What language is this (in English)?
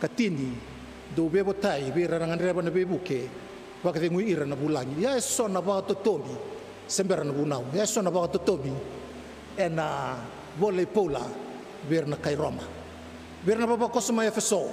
Fijian